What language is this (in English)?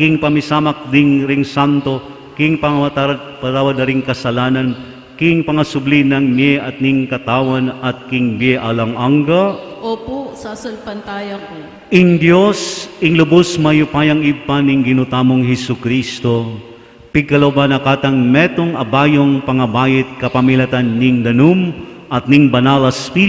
Pampanga